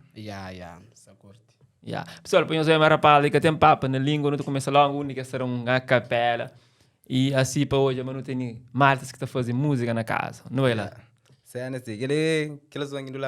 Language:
Kabuverdianu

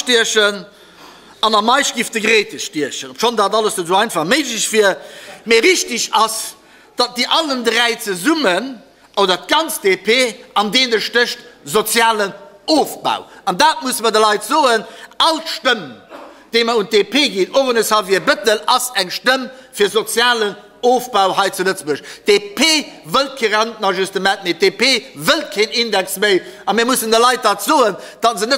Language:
Luxembourgish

